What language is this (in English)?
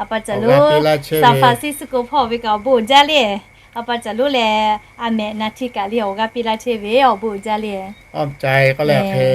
Lahu